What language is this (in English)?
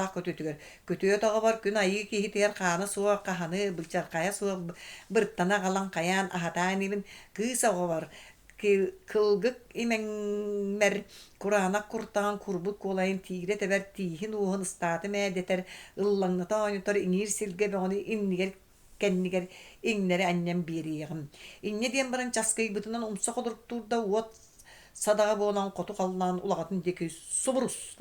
Yakut